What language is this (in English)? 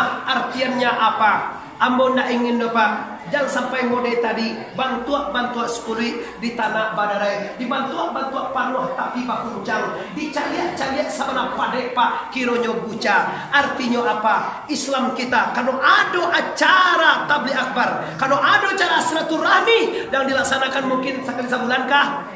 Minangkabau